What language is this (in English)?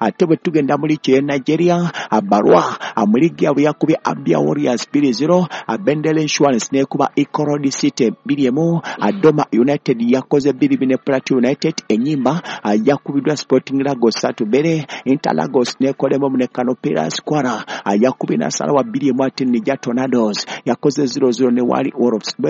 Ganda